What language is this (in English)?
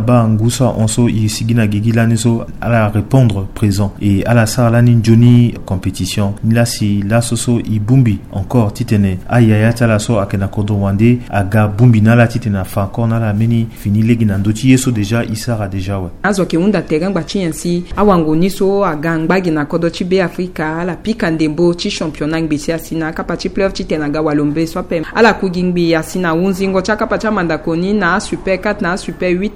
Sango